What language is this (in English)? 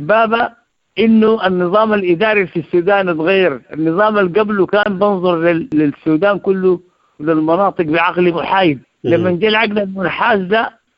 Sudanese Arabic